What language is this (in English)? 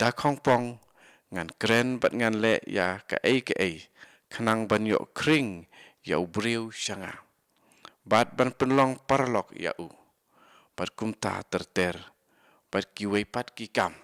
Khasi